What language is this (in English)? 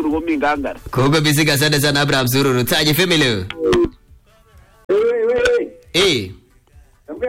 Swahili